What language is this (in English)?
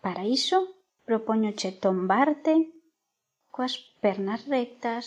Galician